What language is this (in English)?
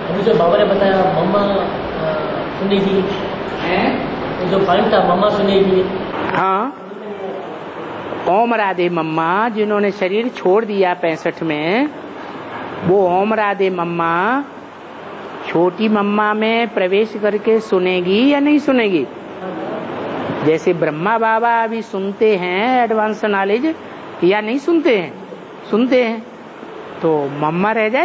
Hindi